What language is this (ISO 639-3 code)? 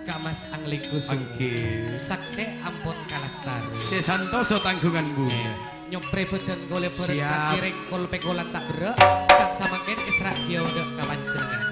mad